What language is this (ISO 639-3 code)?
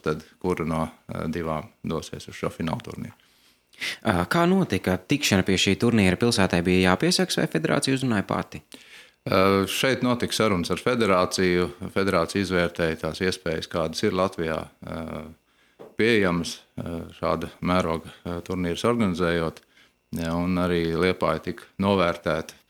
lav